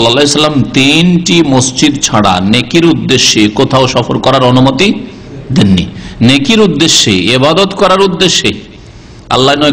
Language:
Bangla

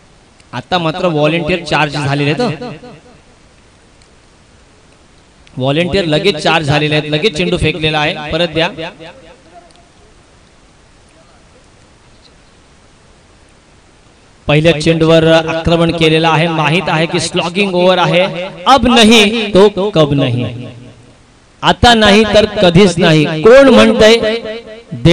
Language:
Marathi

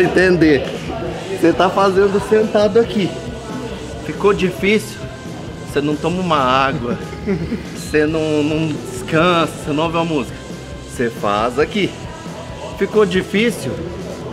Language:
Portuguese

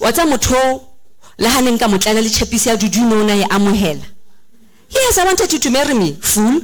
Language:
Southern Sotho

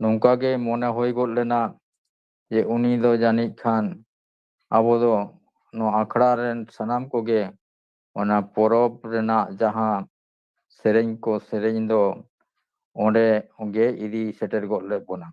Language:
Santali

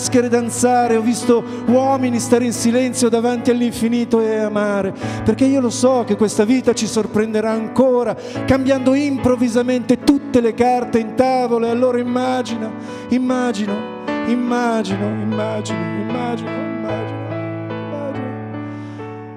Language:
Italian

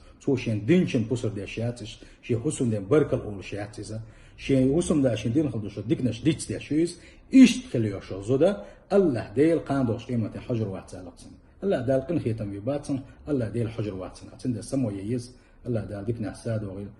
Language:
Chechen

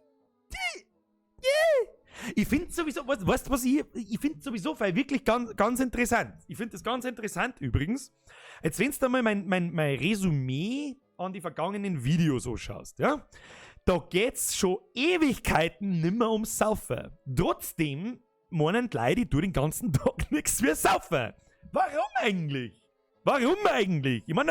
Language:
Bavarian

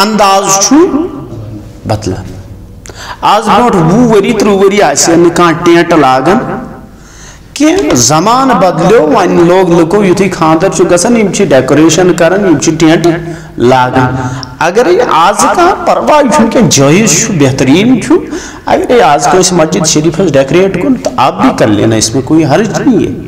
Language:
Kashmiri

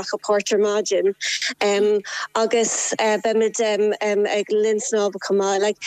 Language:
Irish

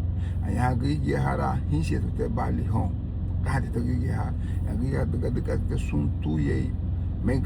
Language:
Garifuna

